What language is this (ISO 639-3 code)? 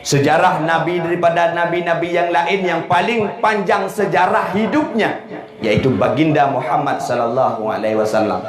ace